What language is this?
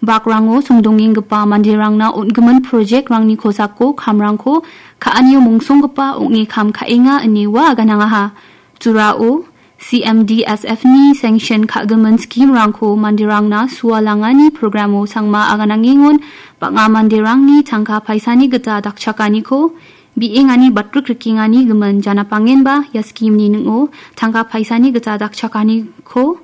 Garo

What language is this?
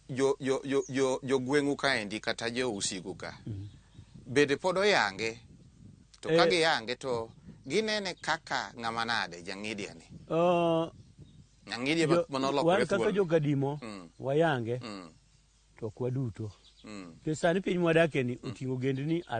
Luo (Kenya and Tanzania)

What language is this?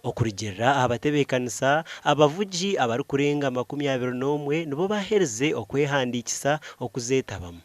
Nyankole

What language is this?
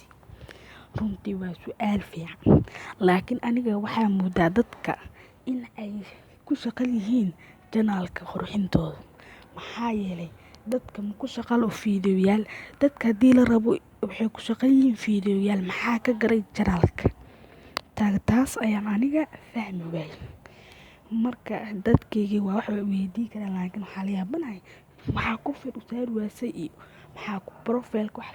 Somali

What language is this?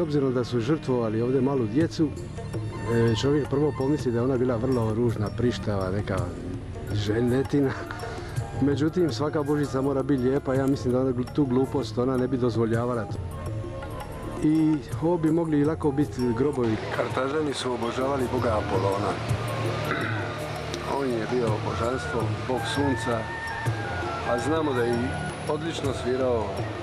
Croatian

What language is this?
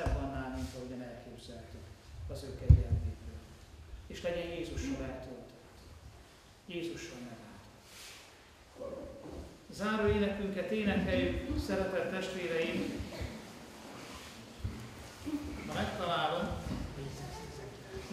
Hungarian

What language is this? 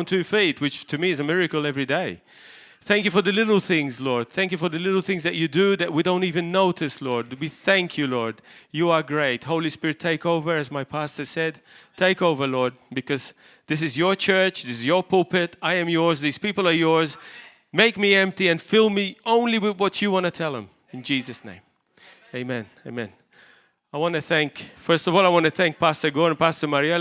English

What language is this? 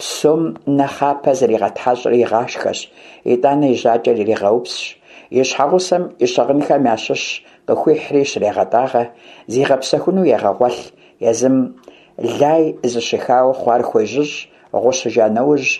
Kabardian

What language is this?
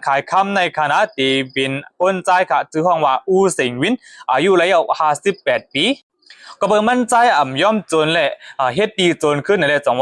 Shan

